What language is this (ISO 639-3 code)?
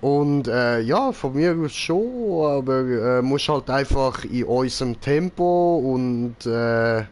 gsw